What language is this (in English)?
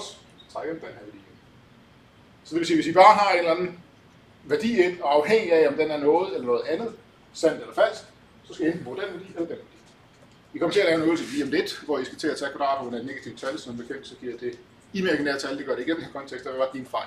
Danish